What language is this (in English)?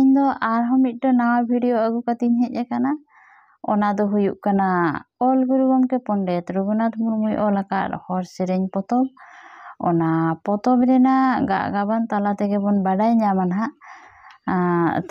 Santali